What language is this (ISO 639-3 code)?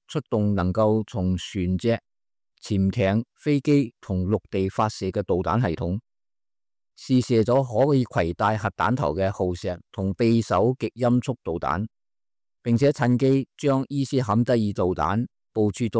yue